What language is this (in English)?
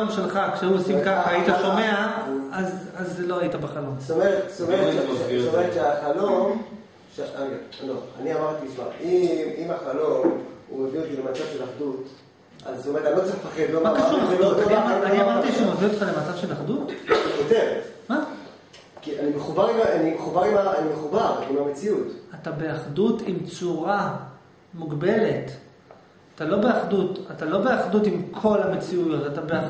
Hebrew